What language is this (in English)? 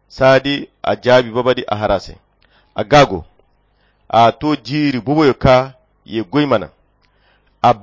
Koyra Chiini